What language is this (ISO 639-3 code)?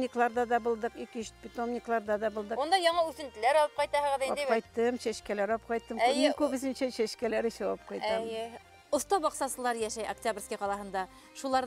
bak